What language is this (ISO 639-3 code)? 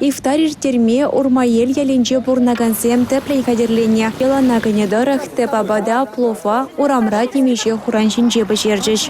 chv